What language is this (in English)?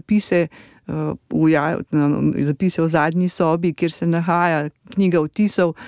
Slovenian